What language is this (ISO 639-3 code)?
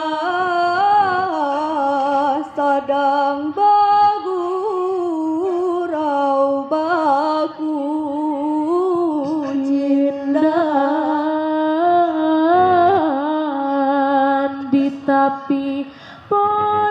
min